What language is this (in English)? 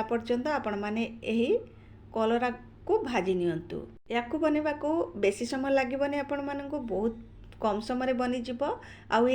Odia